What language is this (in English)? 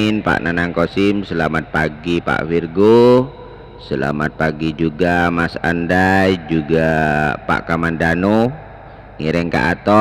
Madurese